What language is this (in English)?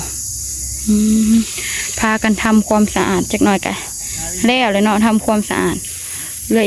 Northeastern Thai